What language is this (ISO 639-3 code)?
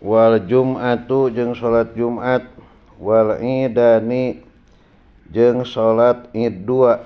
sun